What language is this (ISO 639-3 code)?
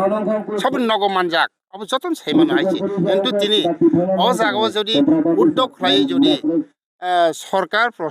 trp